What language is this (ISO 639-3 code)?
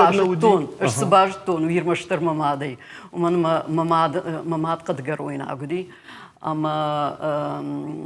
oss